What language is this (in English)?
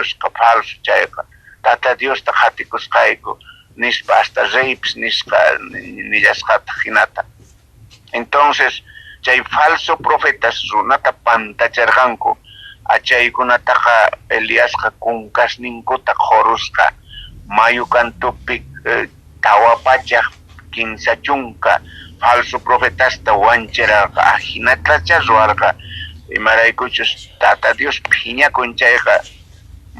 South Bolivian Quechua